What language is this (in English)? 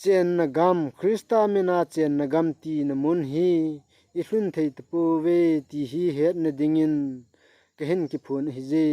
Thado Chin